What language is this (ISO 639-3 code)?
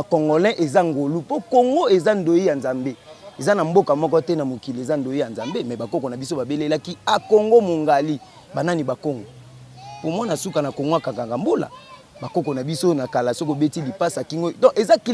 lin